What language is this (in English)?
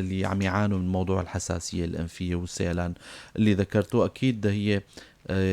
North Levantine Arabic